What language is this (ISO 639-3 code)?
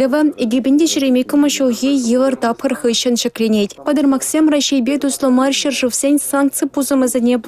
chv